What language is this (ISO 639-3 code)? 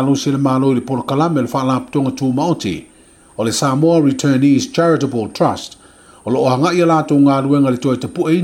smo